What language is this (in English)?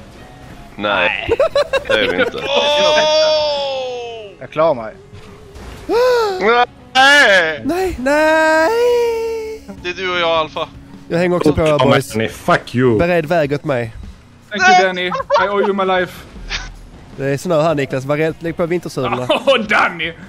Swedish